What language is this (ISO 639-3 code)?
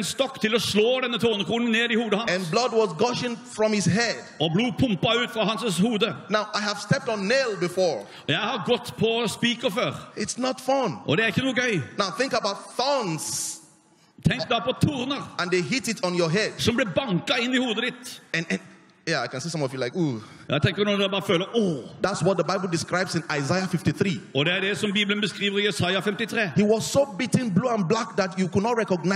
nor